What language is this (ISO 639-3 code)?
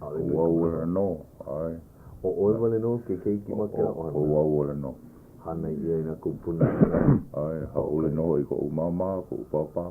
haw